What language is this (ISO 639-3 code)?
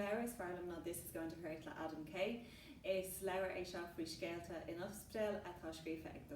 gle